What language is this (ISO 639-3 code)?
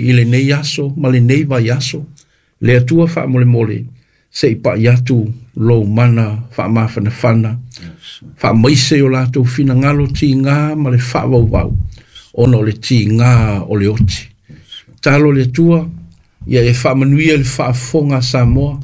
smo